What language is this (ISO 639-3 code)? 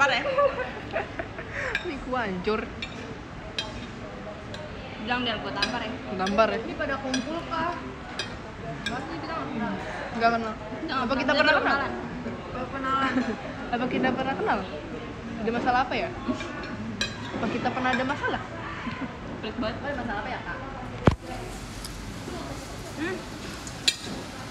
ind